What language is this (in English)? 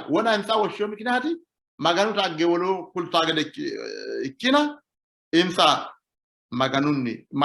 Sidamo